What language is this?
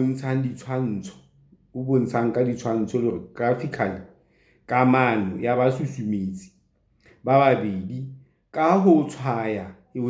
Southern Sotho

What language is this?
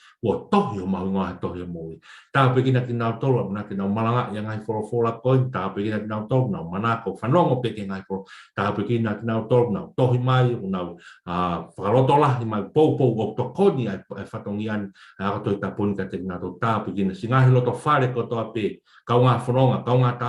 Tongan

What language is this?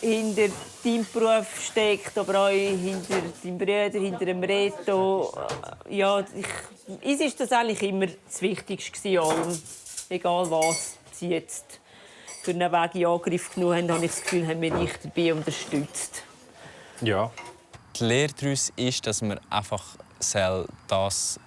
Swiss German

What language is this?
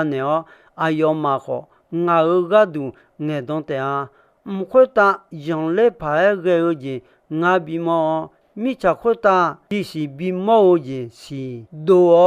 Akha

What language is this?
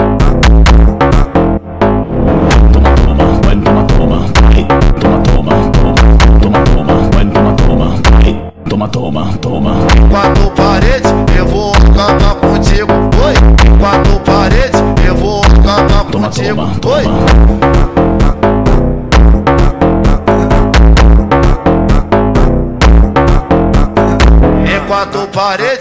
Portuguese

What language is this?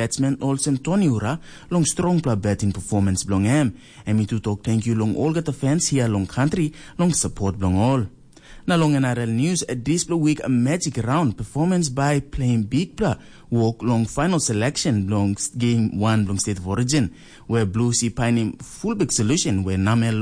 Tok Pisin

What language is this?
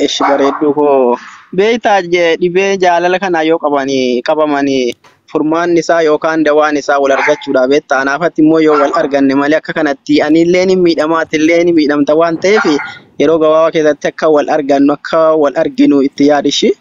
Oromo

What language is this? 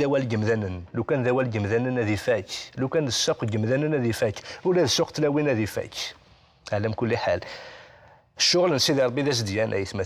Kabyle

